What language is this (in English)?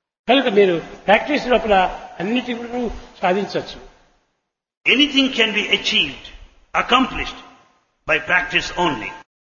Telugu